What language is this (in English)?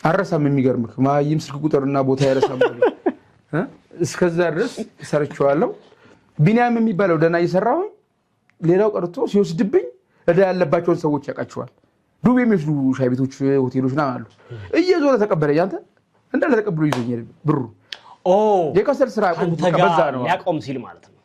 Amharic